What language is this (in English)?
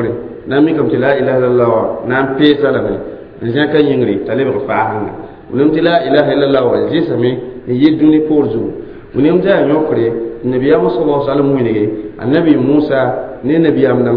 Mossi